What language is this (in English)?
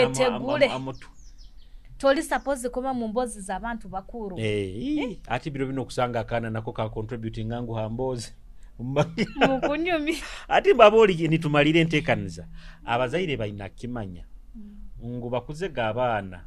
Nyoro